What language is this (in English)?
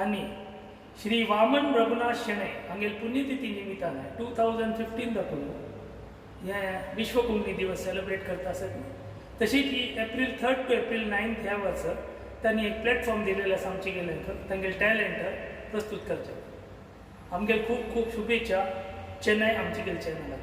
Konkani